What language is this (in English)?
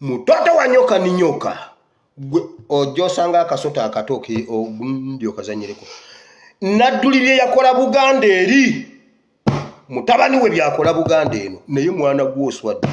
Ganda